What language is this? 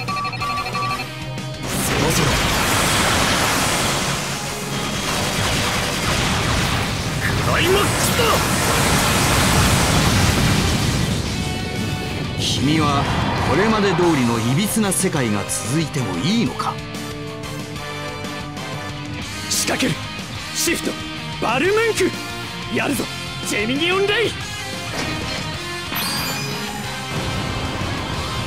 Japanese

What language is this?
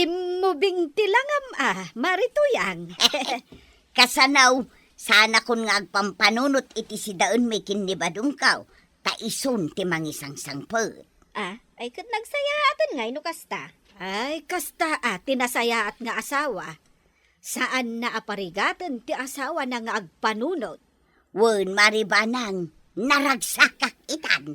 Iloko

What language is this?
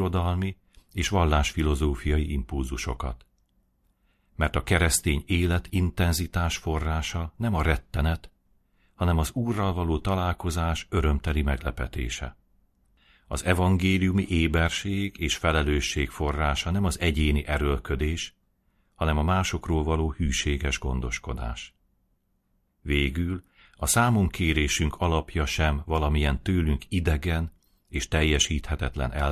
Hungarian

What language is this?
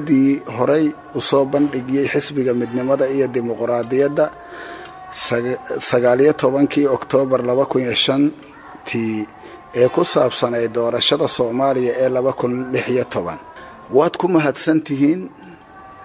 Somali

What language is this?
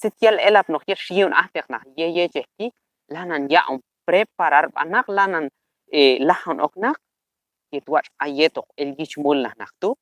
Q'anjob'al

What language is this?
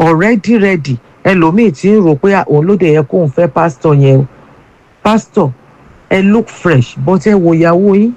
Yoruba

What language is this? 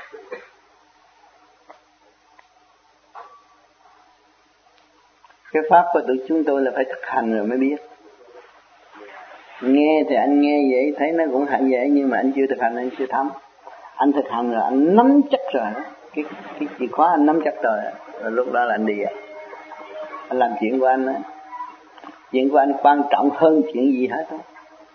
Vietnamese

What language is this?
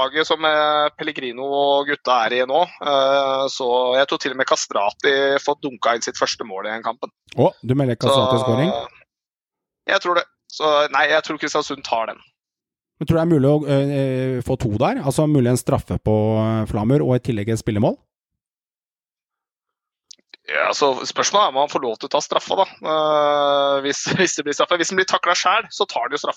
Norwegian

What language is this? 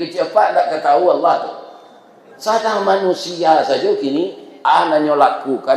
Minangkabau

